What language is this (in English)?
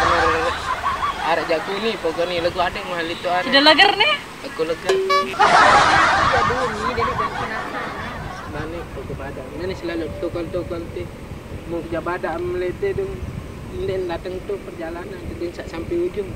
Sasak